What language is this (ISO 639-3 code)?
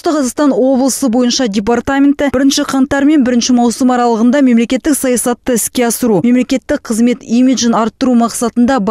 kaz